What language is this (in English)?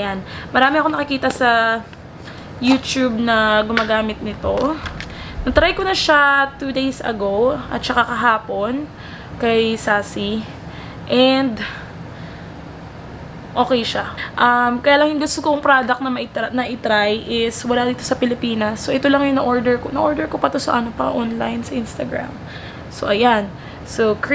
Filipino